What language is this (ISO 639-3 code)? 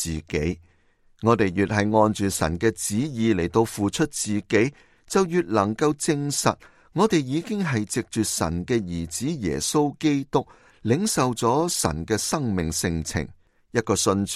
yue